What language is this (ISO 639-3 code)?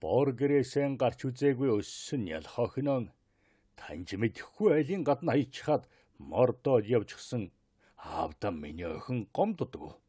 mon